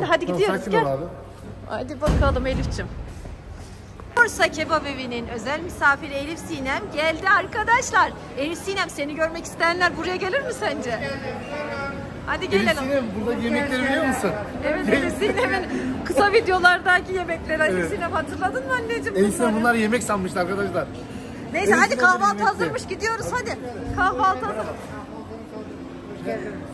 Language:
Turkish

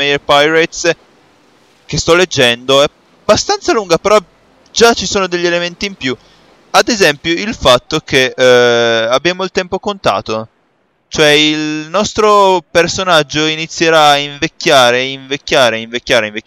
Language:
Italian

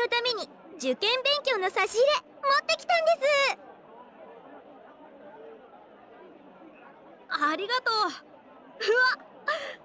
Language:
Japanese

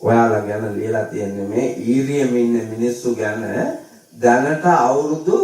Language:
Sinhala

